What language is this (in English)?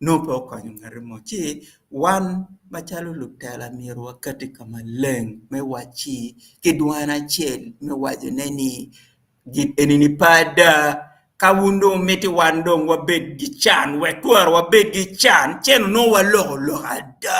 Acoli